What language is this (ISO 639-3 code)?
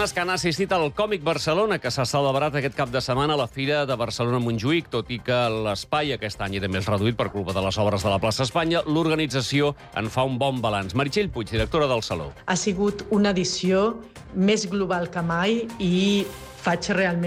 cat